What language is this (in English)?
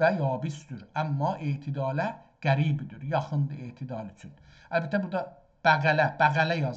South Azerbaijani